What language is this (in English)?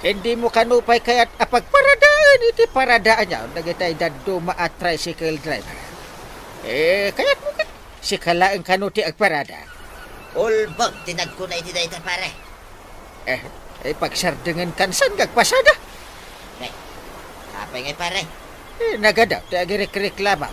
Iloko